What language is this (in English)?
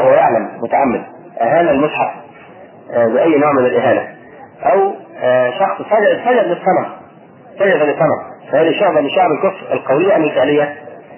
Arabic